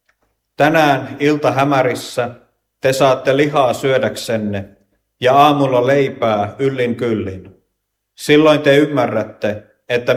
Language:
Finnish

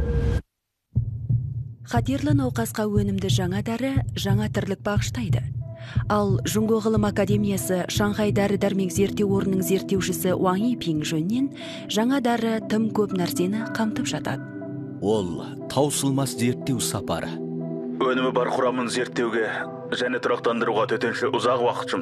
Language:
Kazakh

